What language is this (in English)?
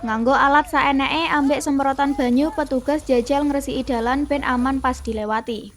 Javanese